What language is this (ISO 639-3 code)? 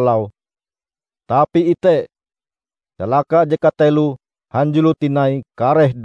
nij